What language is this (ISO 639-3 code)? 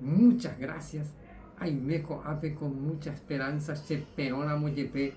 grn